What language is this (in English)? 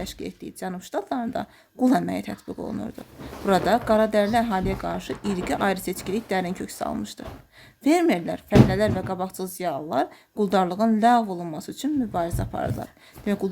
Azerbaijani